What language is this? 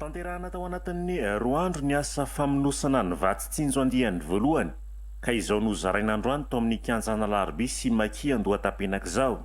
Malagasy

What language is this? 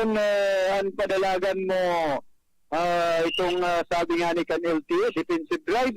Bikol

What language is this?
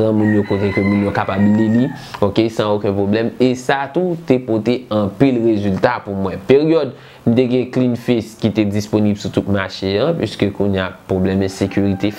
Haitian Creole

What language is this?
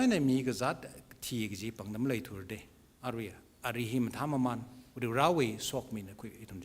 Tangkhul Naga (India)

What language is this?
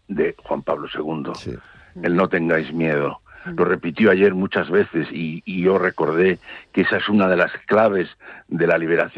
Spanish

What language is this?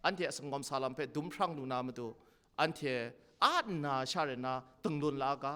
Kachin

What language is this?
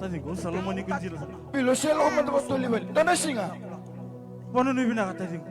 Fijian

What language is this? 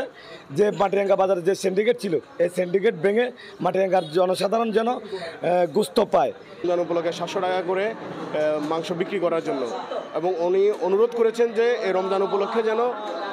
Bangla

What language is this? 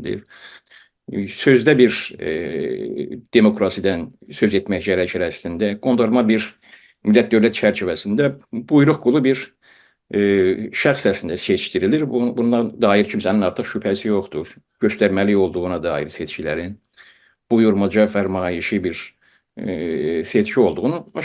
South Azerbaijani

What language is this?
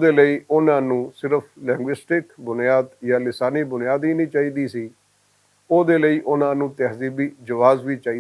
Western Panjabi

